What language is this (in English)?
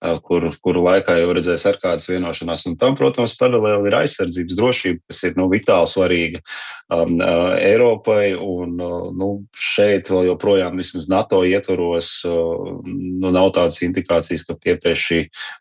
Latvian